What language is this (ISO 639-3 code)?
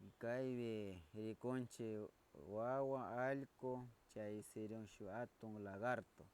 qvz